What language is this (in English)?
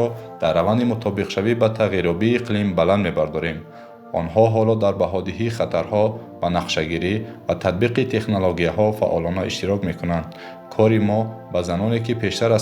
Tajik